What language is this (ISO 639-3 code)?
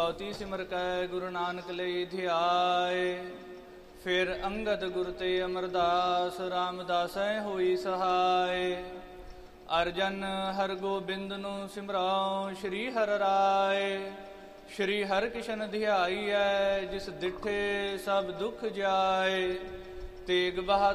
pan